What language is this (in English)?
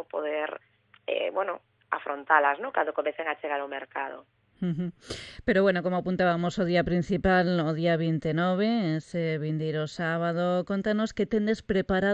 Galician